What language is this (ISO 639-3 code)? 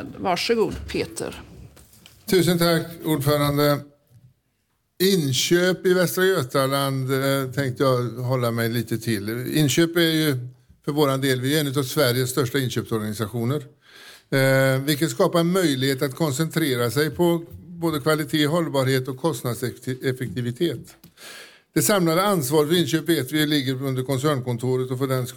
swe